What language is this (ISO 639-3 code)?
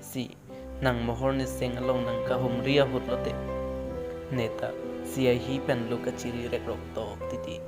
mjw